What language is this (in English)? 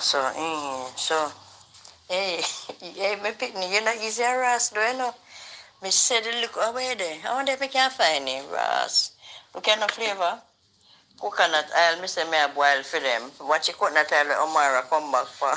Jamaican Creole English